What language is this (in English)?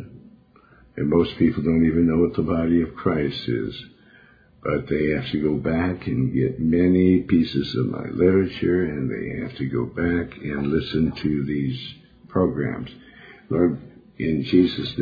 English